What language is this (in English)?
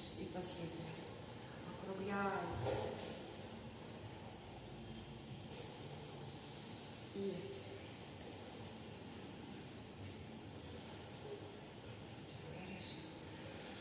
Russian